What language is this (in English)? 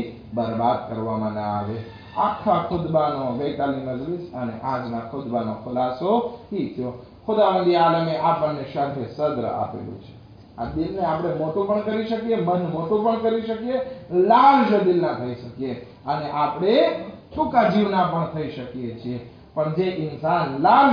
Gujarati